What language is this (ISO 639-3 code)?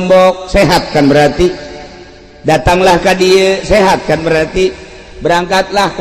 sun